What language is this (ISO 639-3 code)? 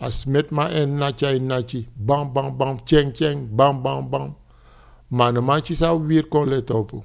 srn